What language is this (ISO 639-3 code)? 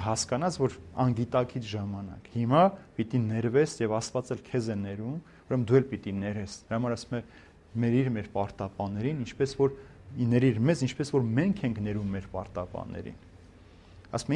hye